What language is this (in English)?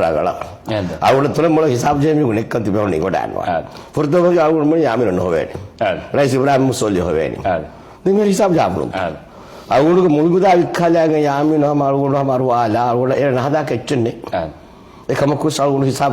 Divehi